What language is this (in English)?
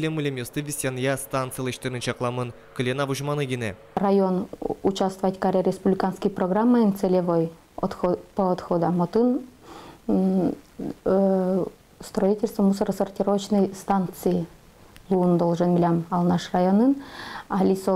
Udmurt